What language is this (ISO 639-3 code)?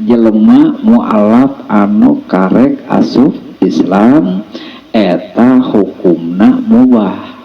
sun